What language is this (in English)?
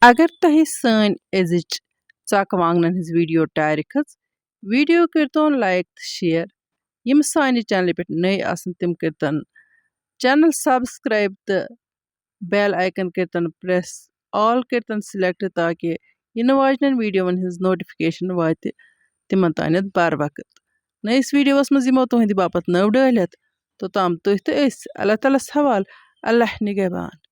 Kashmiri